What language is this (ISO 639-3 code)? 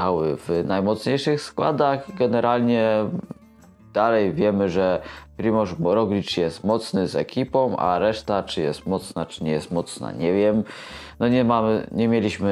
pol